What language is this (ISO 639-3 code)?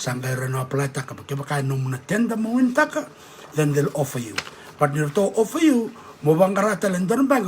fij